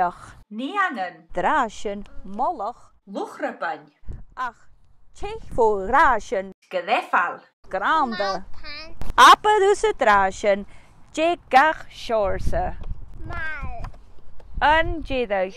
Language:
Scottish Gaelic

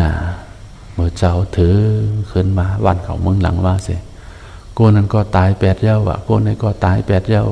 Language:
Shan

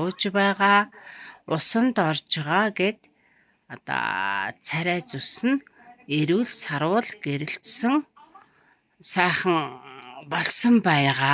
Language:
Mongolian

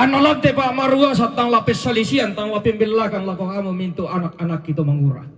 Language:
Toraja-Sa'dan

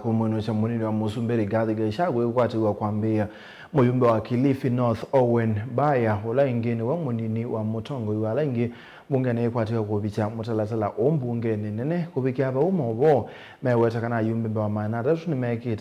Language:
Kamba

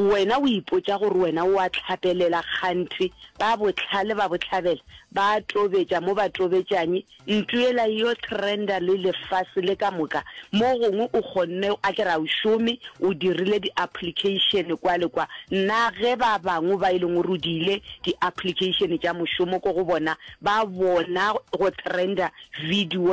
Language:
Northern Sotho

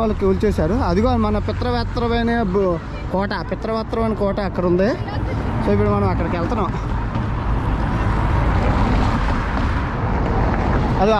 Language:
Telugu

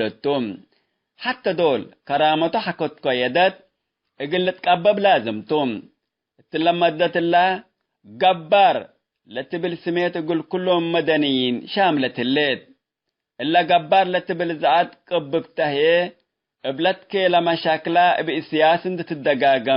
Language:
Tigre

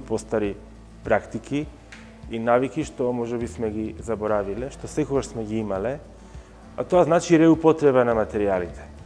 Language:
Macedonian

